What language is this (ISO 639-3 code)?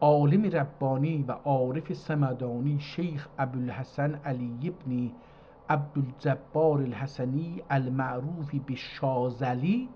azb